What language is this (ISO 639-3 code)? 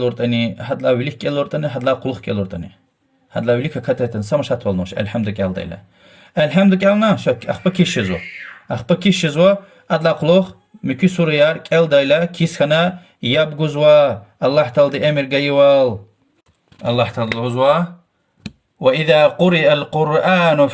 lez